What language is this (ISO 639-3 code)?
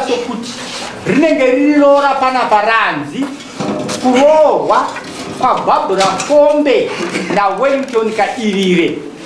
sna